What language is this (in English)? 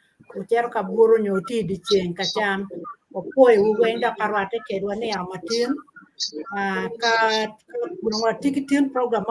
Acoli